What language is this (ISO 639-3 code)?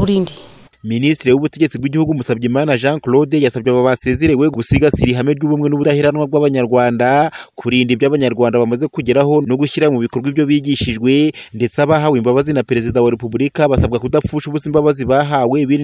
kin